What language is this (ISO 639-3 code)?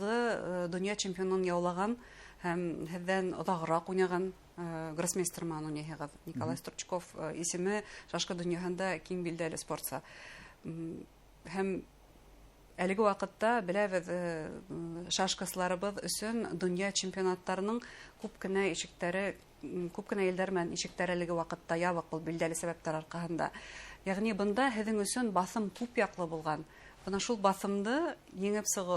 bak